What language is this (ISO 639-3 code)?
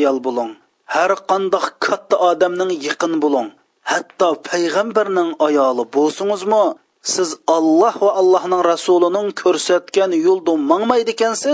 uig